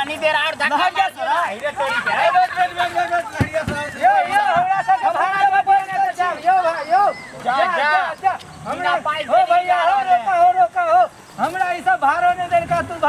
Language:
Maithili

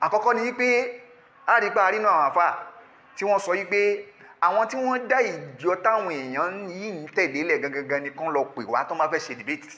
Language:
Yoruba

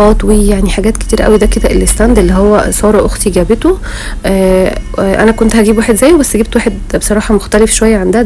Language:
Egyptian Arabic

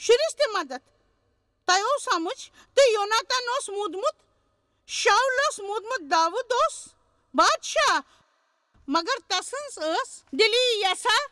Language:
Kashmiri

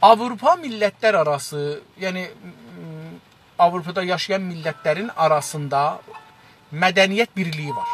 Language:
South Azerbaijani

